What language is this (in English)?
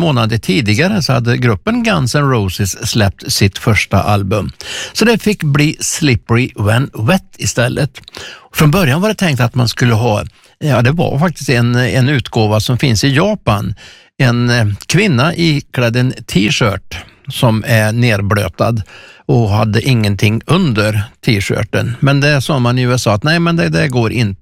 Swedish